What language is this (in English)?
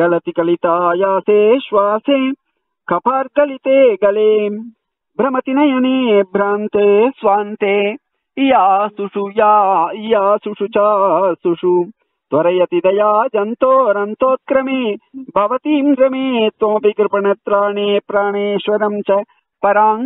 Tamil